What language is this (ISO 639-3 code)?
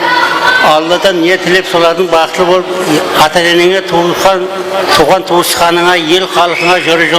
kaa